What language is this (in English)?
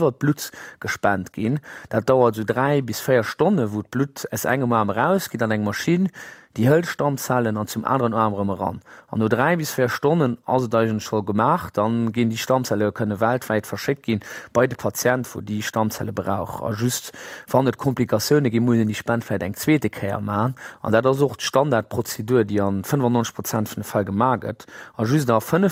Luxembourgish